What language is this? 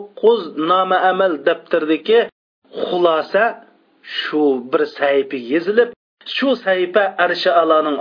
Uyghur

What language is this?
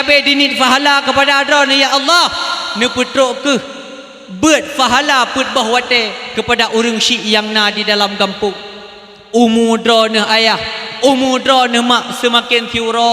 Achinese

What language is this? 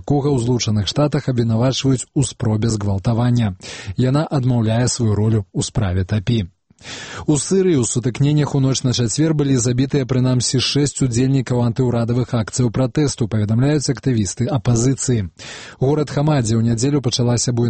Belarusian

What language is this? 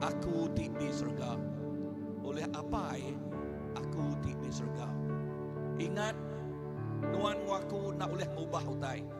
Iban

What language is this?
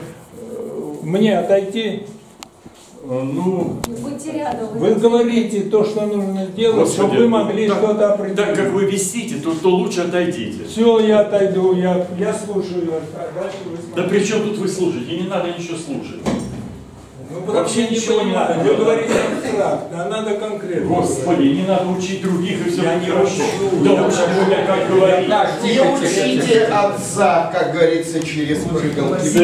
Russian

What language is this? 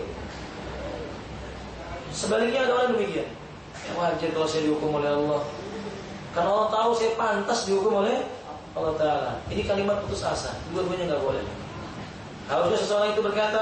Indonesian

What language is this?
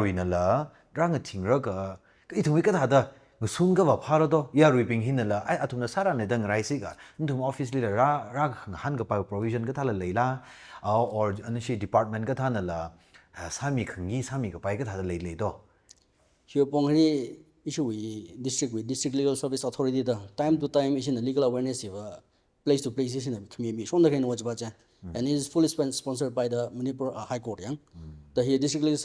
Tangkhul Naga (India)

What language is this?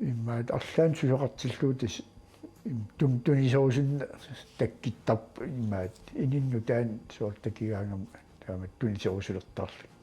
Kalaallisut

